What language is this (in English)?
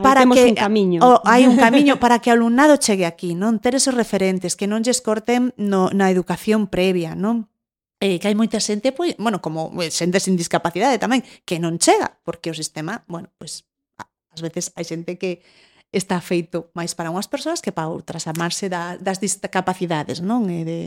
Galician